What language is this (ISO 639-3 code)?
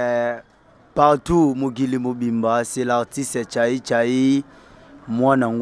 lin